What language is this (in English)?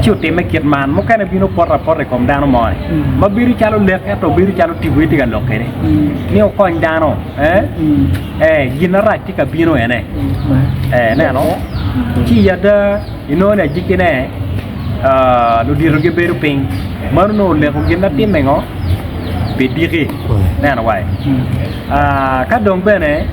Acoli